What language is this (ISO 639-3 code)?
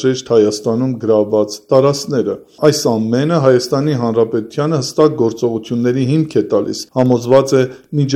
hye